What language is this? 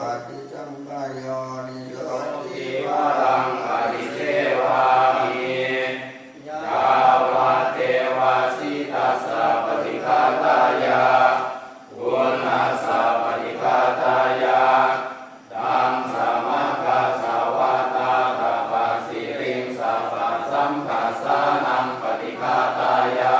Pali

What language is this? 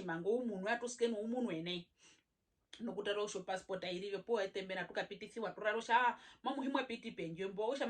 Herero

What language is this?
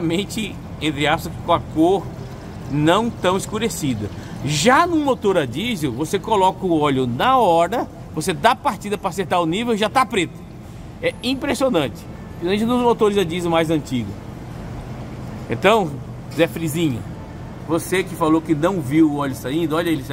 Portuguese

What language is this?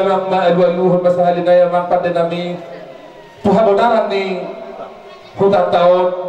Batak Toba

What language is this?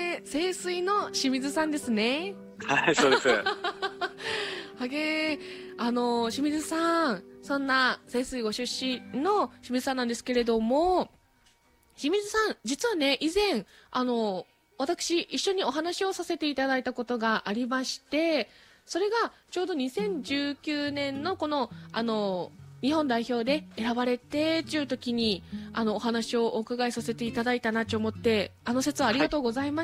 Japanese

